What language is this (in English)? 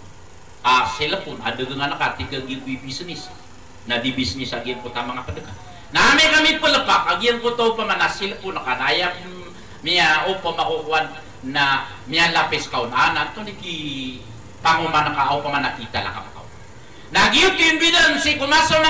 Maranao